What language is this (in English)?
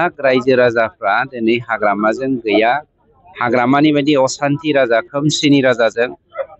Bodo